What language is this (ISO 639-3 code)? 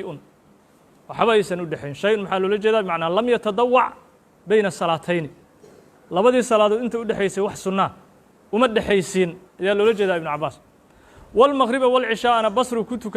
som